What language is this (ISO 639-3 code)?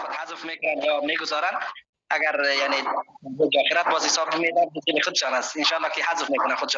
fas